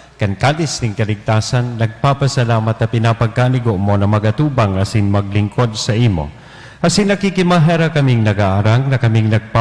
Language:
Bikol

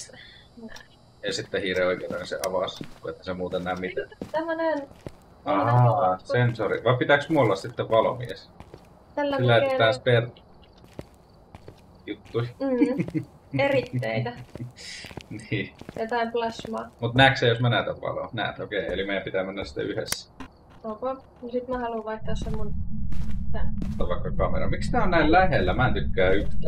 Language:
Finnish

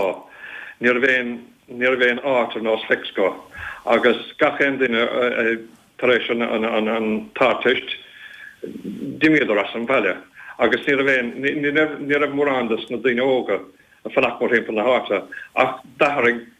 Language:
Irish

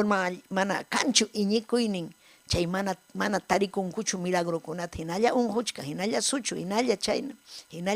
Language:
Ayacucho Quechua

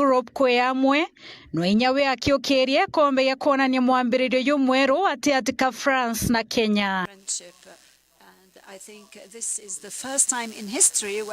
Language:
Meru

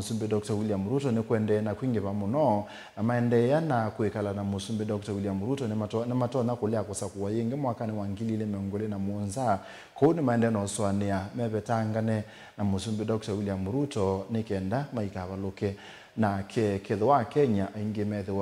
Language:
Kamba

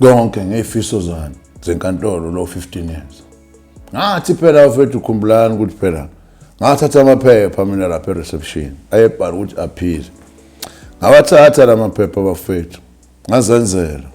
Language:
Zulu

